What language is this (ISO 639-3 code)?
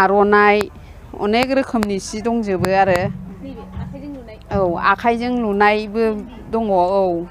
brx